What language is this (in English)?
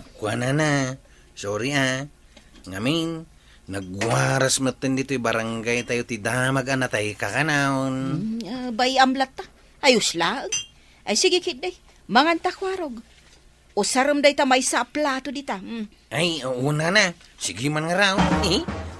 Iloko